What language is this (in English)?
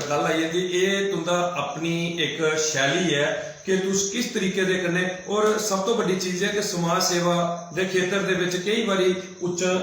Dogri